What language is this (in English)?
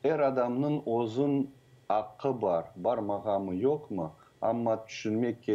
Crimean Tatar